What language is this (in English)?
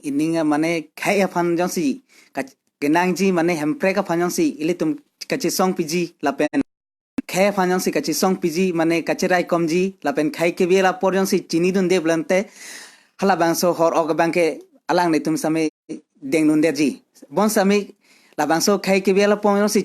Karbi